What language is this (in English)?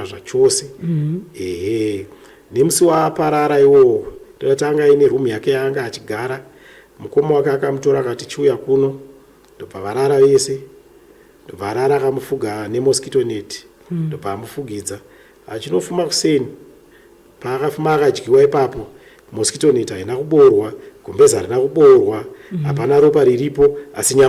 Shona